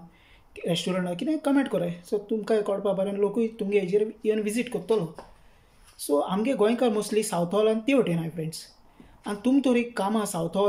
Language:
Konkani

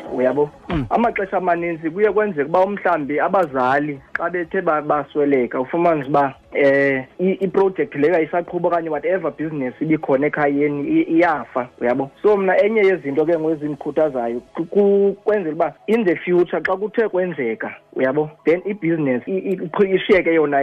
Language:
Xhosa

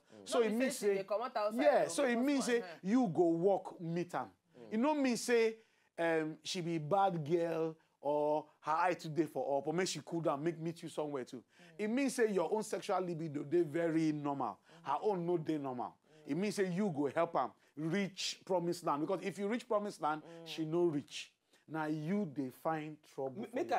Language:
Nigerian Pidgin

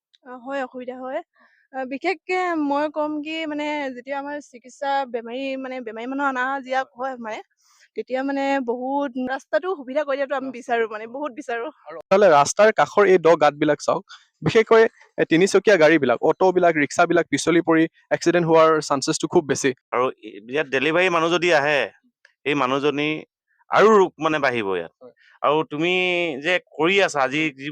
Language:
Assamese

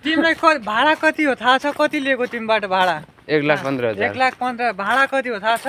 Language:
Nepali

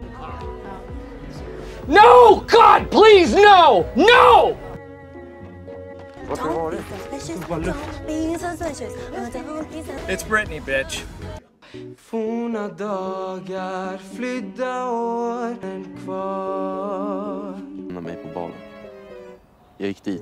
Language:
Swedish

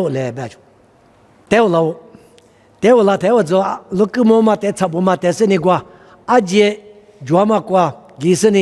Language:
Lisu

